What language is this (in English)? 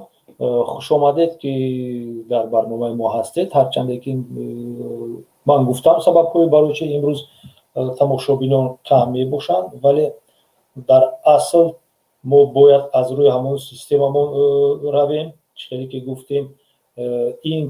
Tajik